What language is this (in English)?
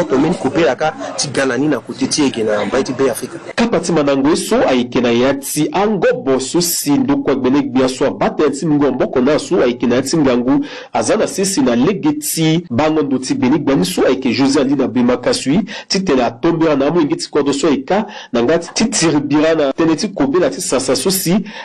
Sango